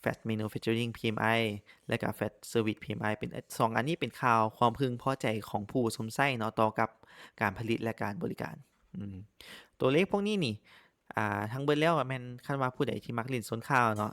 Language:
Lao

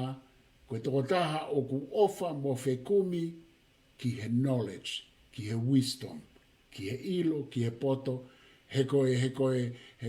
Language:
Tongan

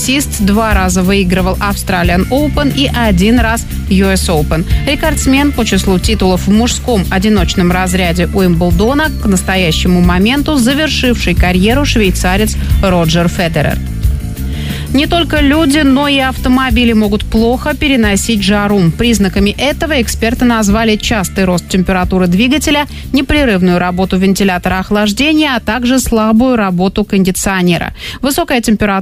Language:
Russian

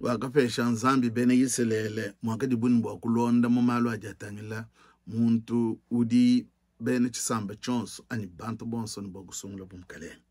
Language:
Luba-Lulua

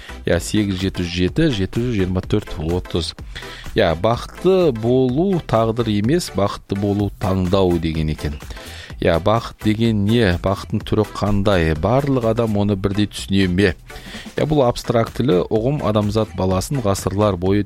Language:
Kazakh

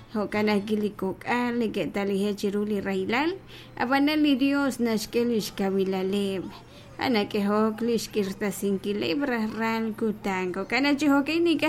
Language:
Kekchí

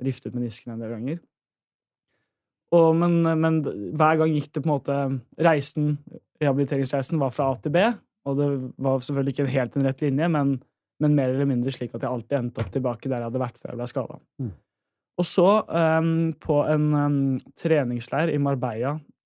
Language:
Norwegian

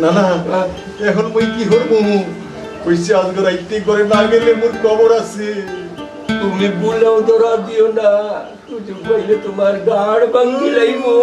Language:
Sylheti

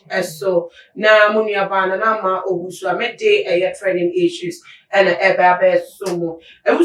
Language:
Akan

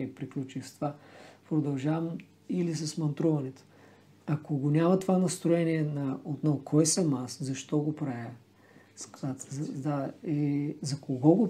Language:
Bulgarian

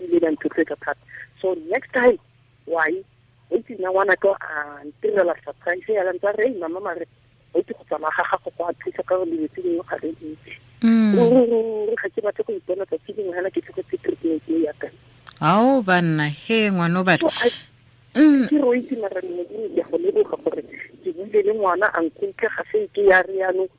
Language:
Tswana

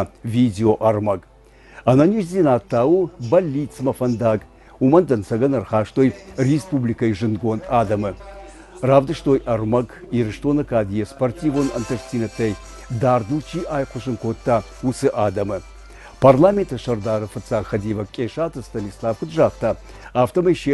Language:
Ossetic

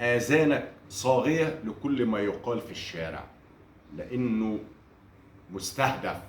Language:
Egyptian Arabic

